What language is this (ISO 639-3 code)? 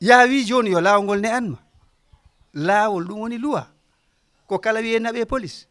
ful